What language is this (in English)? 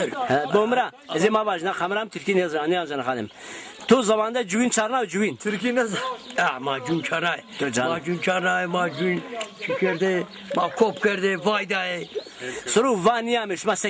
Zaza